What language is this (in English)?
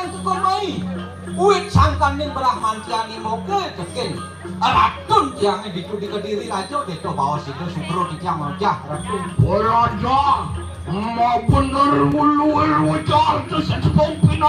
Balinese